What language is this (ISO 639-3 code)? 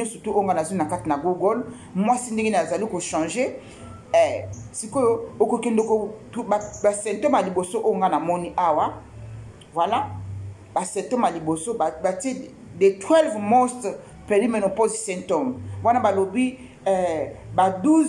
lin